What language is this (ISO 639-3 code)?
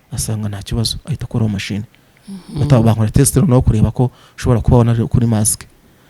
kin